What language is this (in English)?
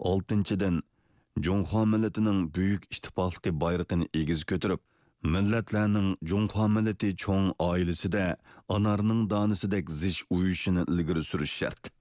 Uyghur